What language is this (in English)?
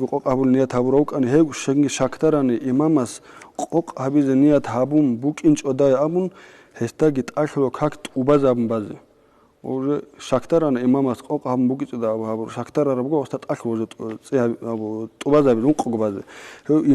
Avaric